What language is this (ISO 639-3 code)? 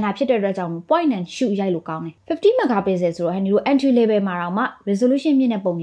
mya